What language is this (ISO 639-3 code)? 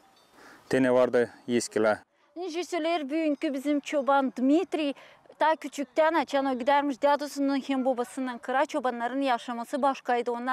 gag